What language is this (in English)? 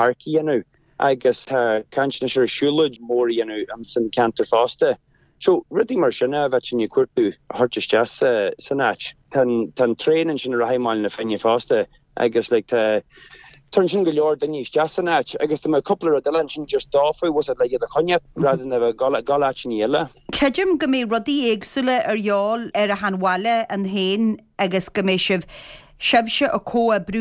Irish